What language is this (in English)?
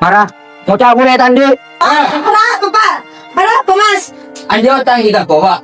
Madurese